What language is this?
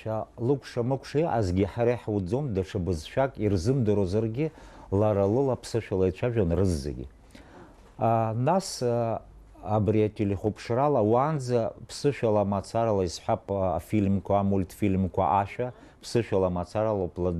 Abkhazian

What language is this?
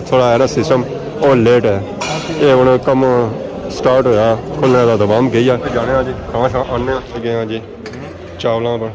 Pahari-Potwari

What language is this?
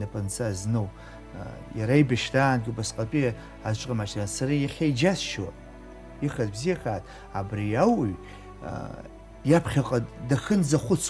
Abkhazian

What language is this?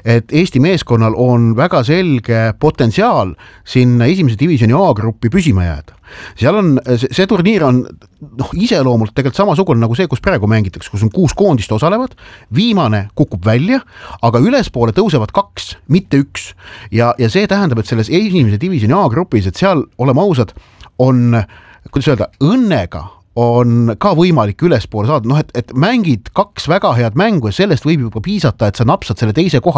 Estonian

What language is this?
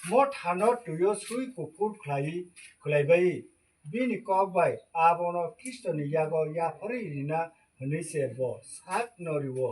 Kok Borok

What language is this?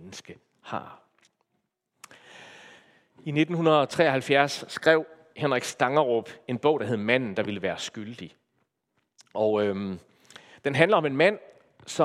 Danish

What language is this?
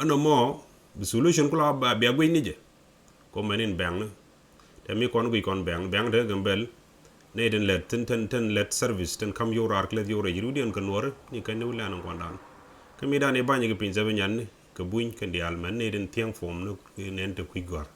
Nuer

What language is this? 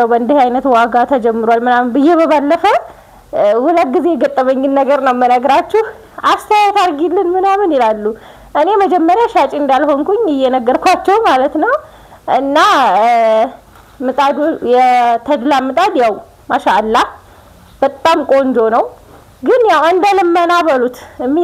Amharic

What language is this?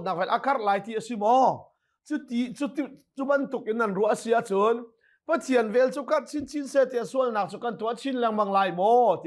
Hakha Chin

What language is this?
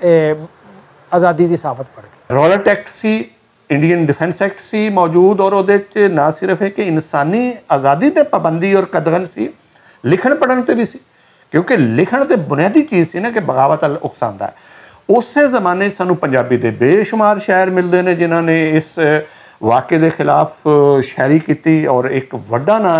Western Panjabi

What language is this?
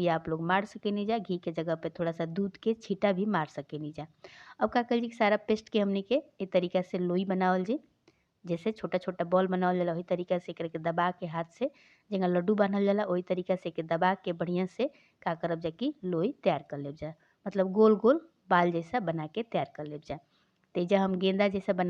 Bhojpuri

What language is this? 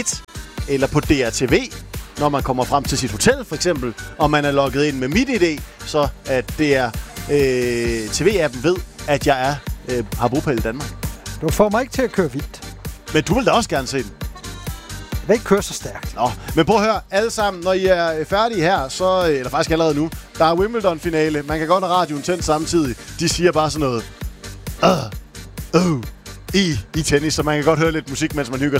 Danish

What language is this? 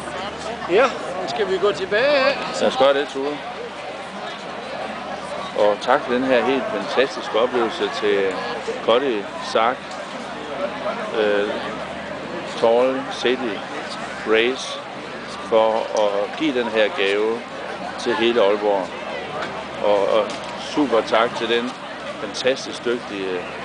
Danish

